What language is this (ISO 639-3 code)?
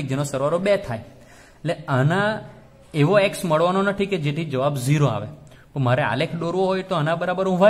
guj